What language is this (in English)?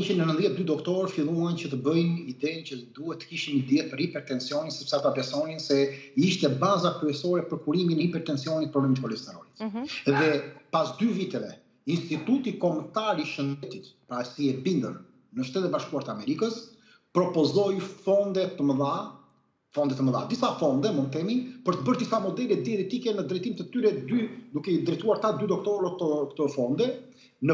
Albanian